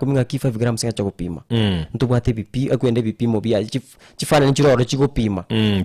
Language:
Gusii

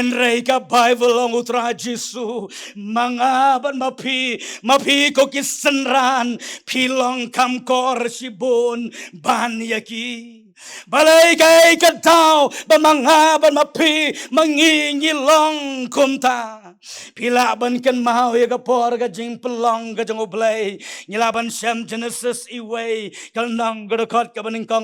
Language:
Khasi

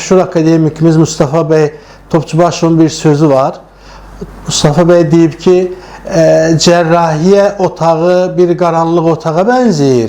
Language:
Azerbaijani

